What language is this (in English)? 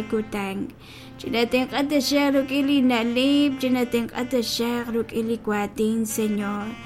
Kekchí